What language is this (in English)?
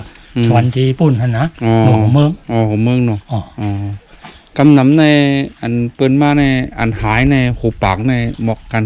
Shan